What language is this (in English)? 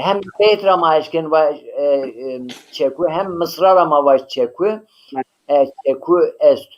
Zaza